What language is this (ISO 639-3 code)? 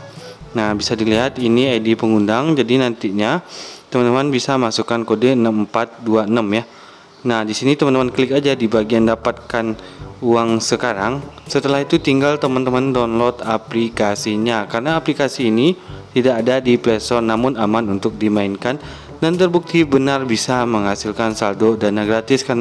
ind